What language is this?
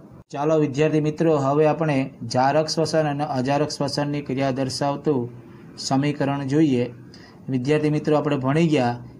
Gujarati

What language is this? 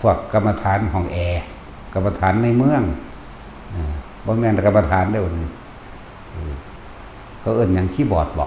Northeastern Thai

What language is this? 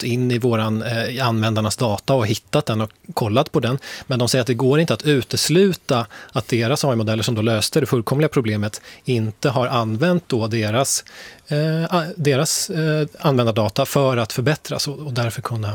Swedish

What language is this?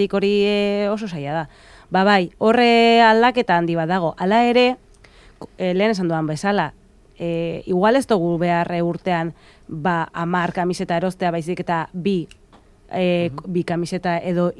Basque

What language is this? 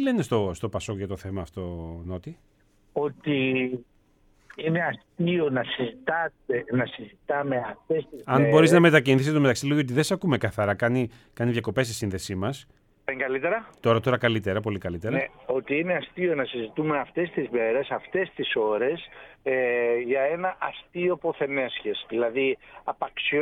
Greek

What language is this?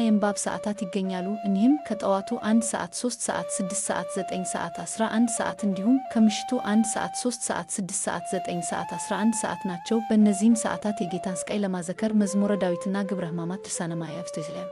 Amharic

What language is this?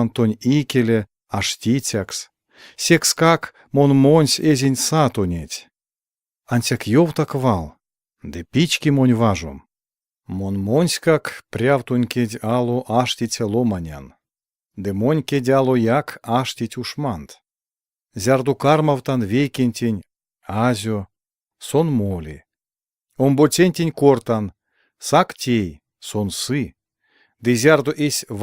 Erzya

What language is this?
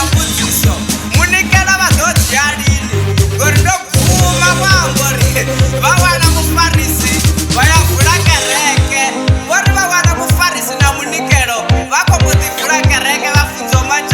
Venda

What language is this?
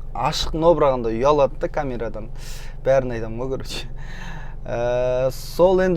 Kazakh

